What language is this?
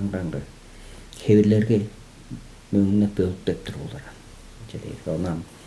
Tuvinian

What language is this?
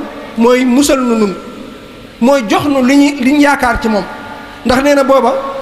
Wolof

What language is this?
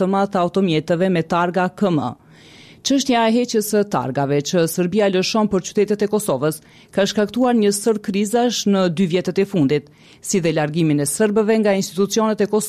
Albanian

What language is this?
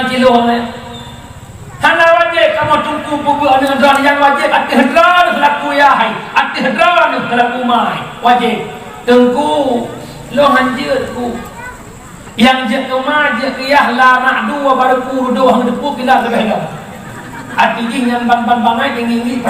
Achinese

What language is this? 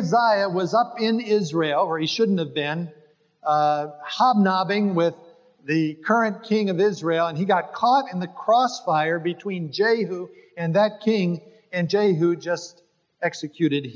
English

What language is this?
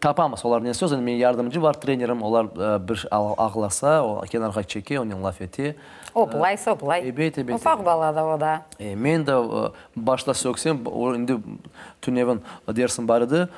Crimean Tatar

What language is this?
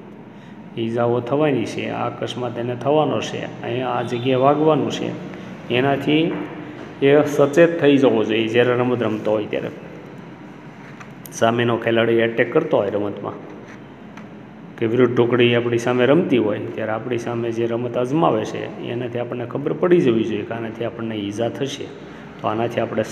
Gujarati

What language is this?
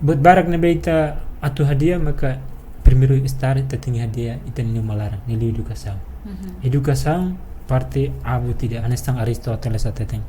Tetum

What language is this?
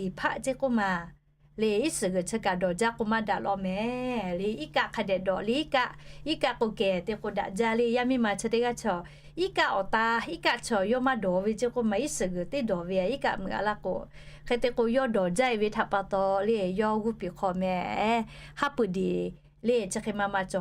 Lahu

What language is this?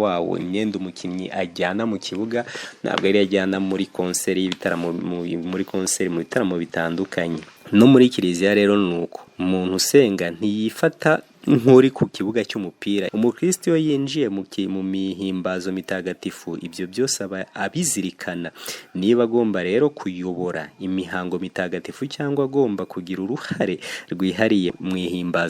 Kinyarwanda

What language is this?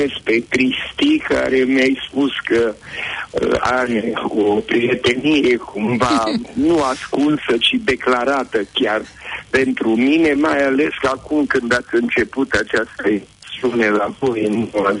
Romanian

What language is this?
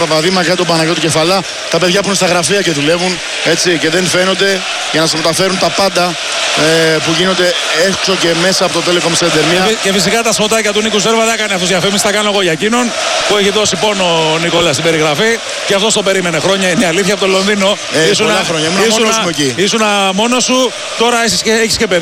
Greek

